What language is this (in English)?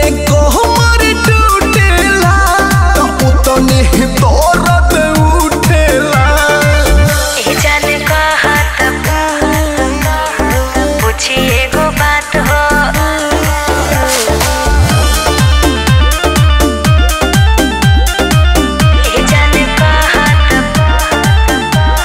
Bhojpuri